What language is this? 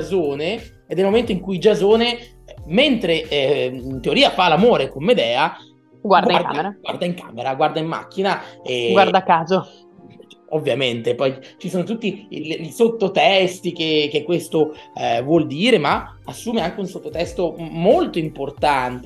Italian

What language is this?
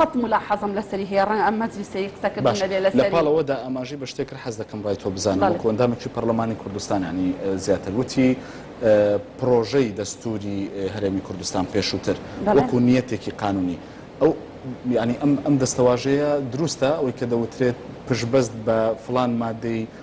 Central Kurdish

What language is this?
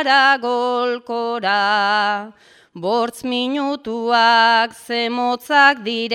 Basque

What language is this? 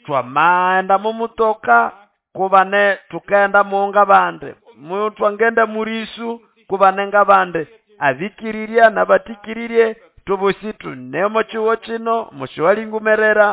Nande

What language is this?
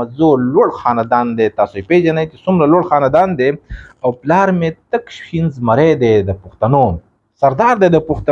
Pashto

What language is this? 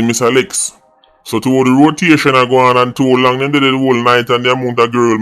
Jamaican Creole English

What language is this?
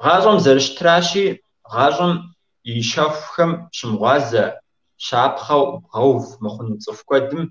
Kabardian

